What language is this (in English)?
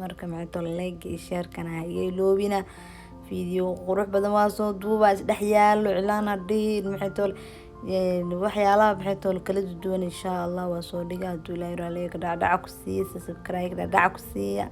Somali